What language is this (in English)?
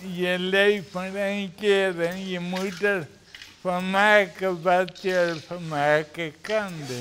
Western Frisian